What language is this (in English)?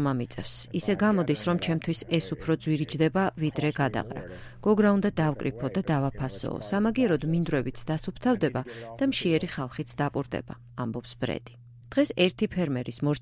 Georgian